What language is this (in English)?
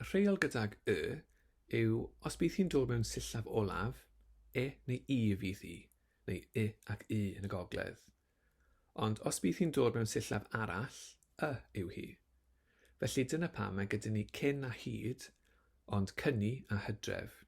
Welsh